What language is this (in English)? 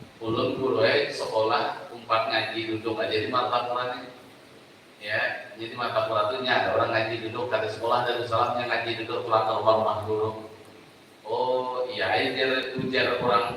Banjar